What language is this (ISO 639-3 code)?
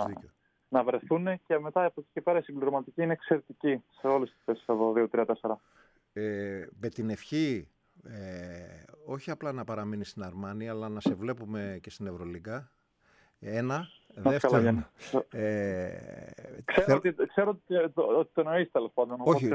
ell